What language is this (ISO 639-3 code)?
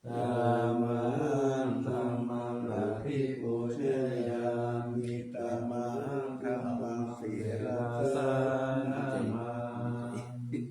pli